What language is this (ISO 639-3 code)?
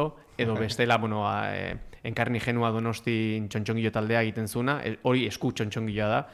eus